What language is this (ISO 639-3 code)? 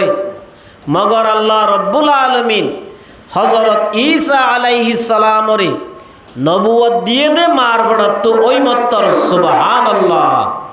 rhg